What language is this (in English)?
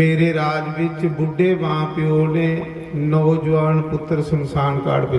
Dogri